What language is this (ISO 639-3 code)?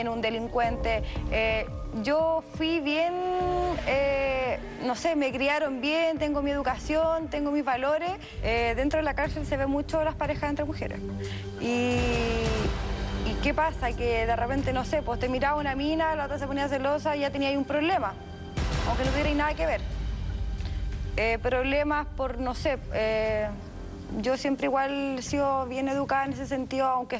spa